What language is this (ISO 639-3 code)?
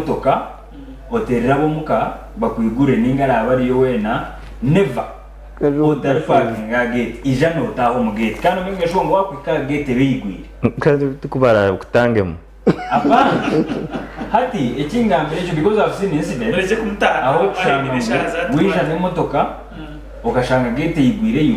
nyn